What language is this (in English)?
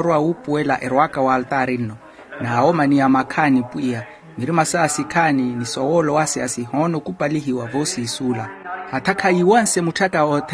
Makhuwa